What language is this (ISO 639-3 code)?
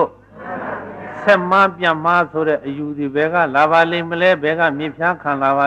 mya